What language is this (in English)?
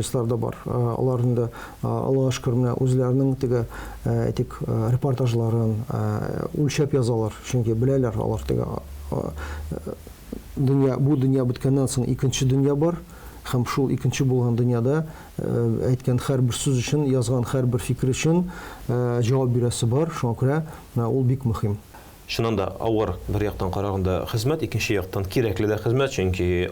Tatar